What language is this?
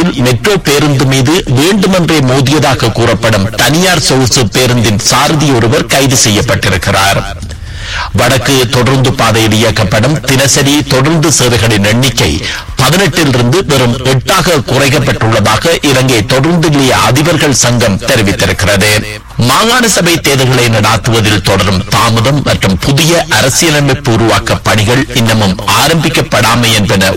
Tamil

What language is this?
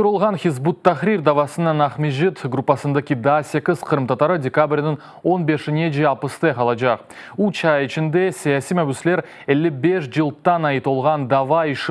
Crimean Tatar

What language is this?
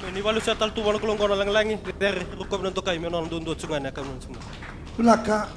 Fijian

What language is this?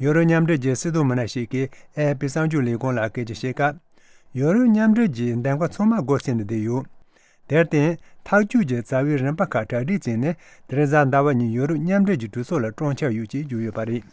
Tibetan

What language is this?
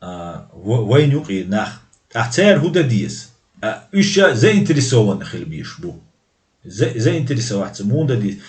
Chechen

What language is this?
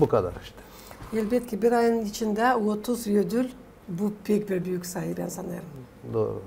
Gagauz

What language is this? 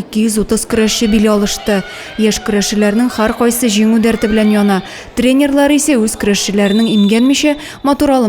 Tatar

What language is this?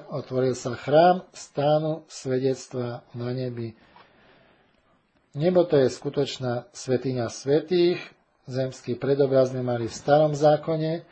Slovak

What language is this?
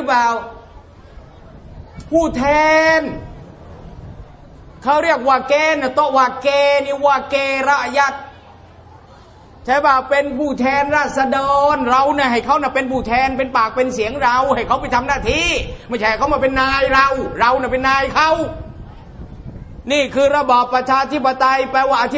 Thai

